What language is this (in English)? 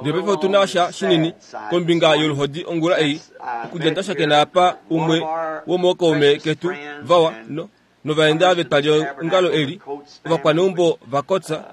Kuanyama